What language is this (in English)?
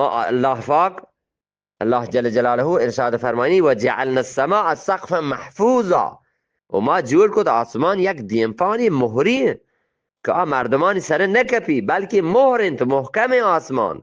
Eastern Balochi